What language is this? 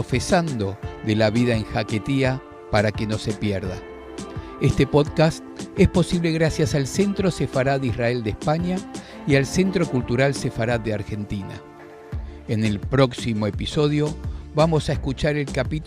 Ladino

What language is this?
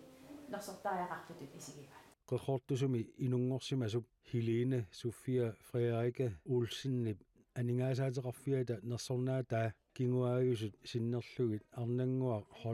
Kalaallisut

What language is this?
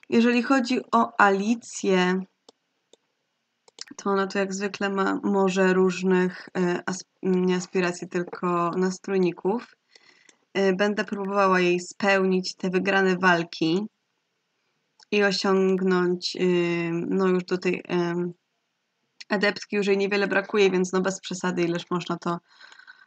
Polish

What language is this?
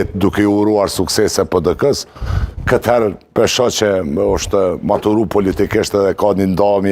Albanian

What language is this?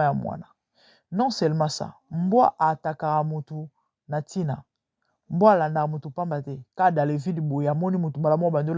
Lingala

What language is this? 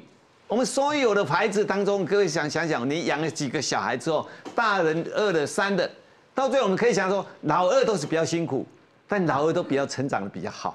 Chinese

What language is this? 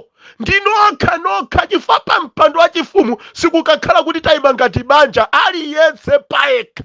Nyanja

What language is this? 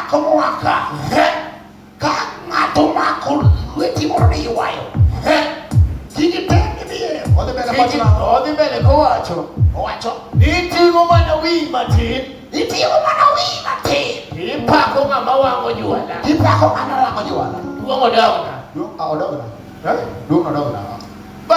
Luo (Kenya and Tanzania)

